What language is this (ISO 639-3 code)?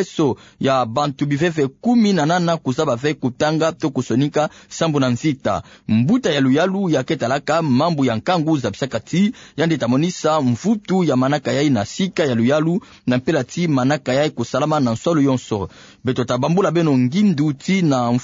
ktu